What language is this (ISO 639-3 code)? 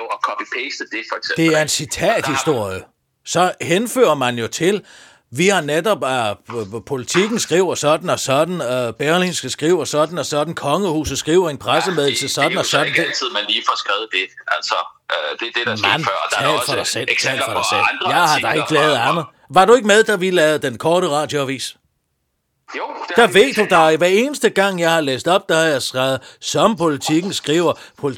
dan